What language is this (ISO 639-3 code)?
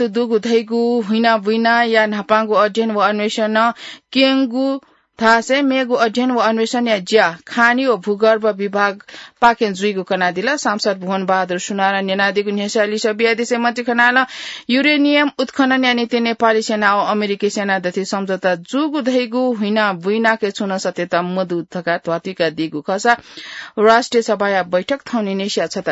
new